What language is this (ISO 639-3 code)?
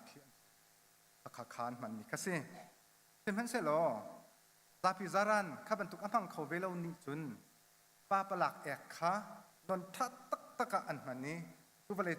cnh